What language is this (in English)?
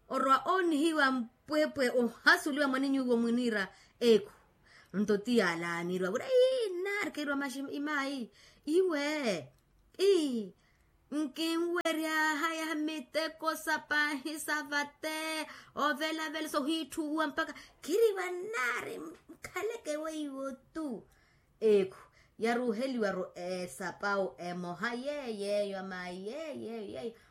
Makhuwa